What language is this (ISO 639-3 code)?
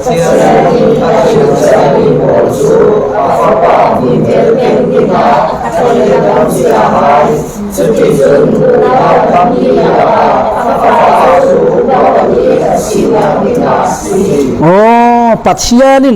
cfm